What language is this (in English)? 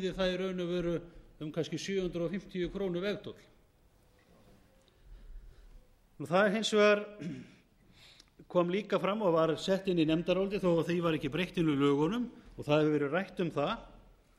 Icelandic